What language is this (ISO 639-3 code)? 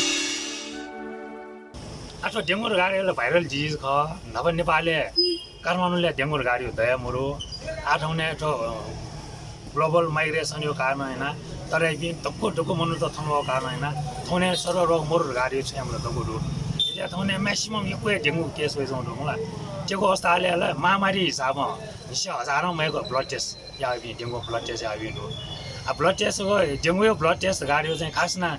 new